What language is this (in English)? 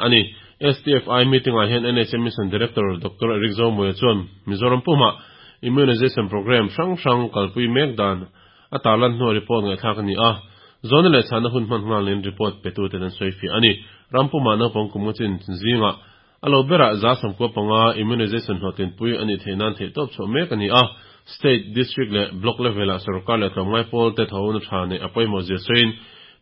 Mizo